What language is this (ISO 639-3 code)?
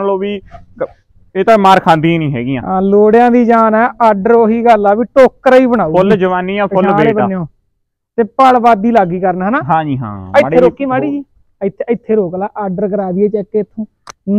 pan